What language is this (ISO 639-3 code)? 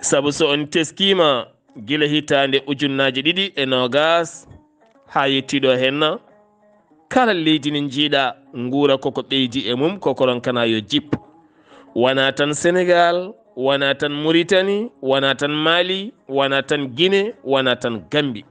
ful